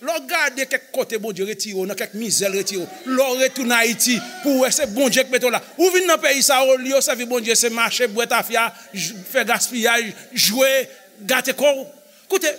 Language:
Haitian Creole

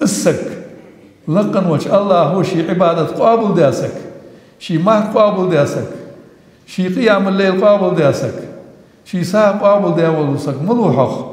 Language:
Ingush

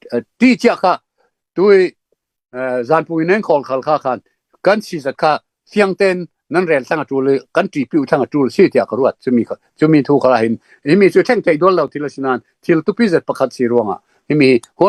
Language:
Falam Chin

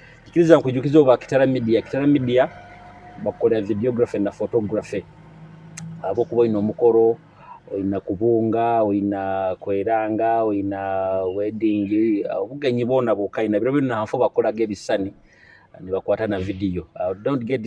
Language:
Nyoro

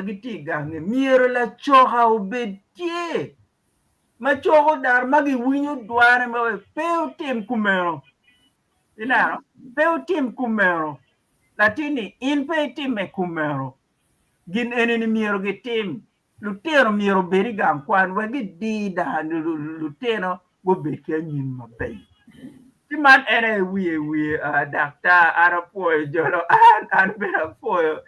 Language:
Acoli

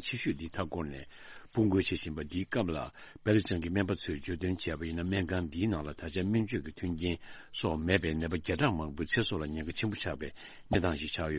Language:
Tibetan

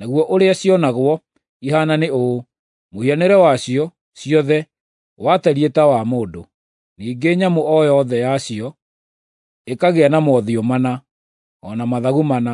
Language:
Kikuyu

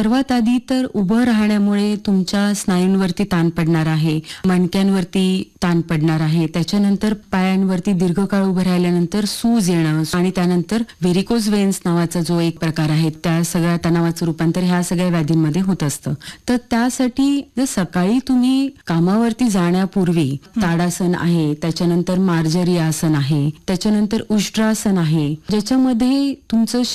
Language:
Marathi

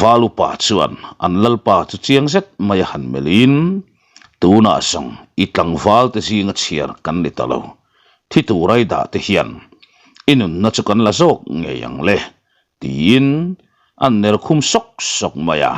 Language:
Mizo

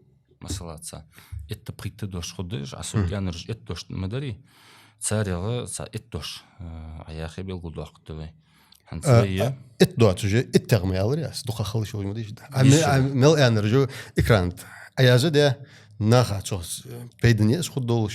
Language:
Ingush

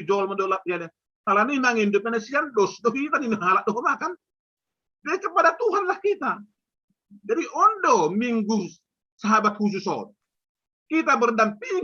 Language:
Batak Simalungun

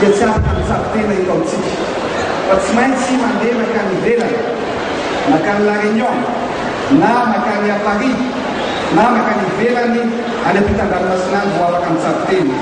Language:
Malagasy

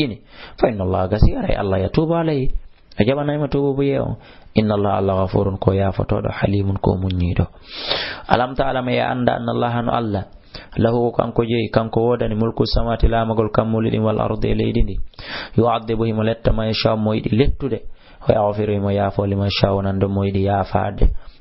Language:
Fula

